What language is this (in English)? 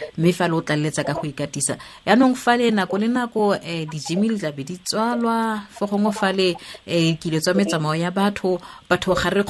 Tswana